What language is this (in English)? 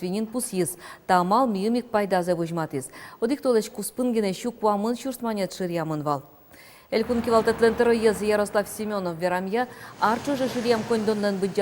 Udmurt